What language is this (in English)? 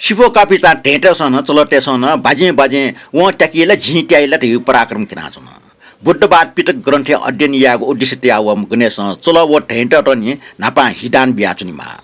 Newari